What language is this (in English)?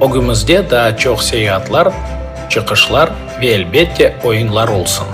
Crimean Tatar